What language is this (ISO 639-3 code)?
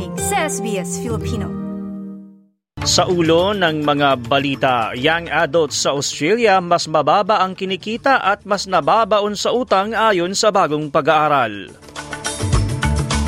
fil